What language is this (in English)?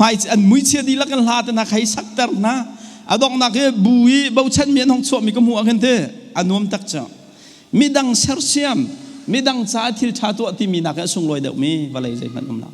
Hakha Chin